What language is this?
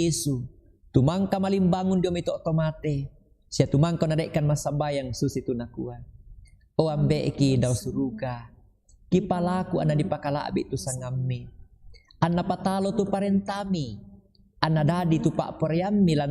Toraja-Sa'dan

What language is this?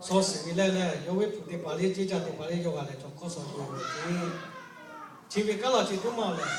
Lahu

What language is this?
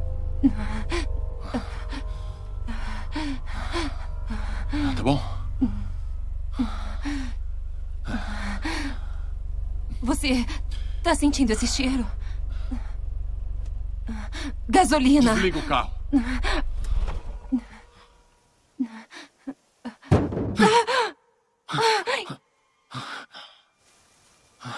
Portuguese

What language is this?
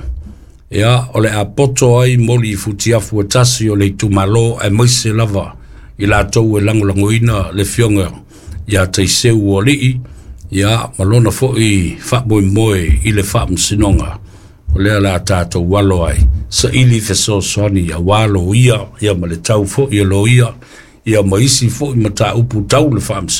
Samoan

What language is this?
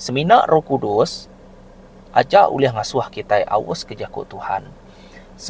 Iban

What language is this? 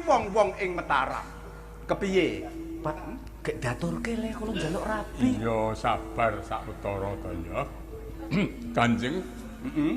Javanese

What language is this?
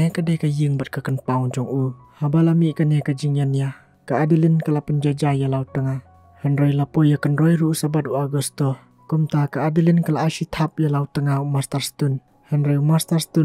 Khasi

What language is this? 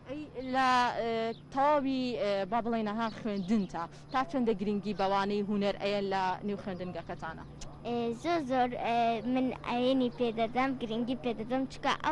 Central Kurdish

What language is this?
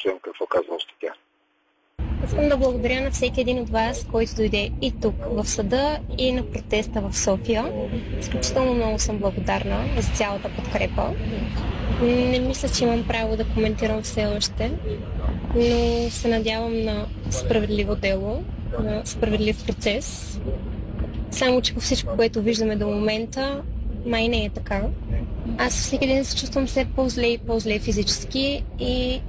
Bulgarian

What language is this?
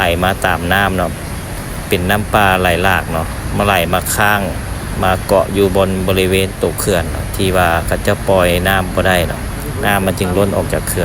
Lao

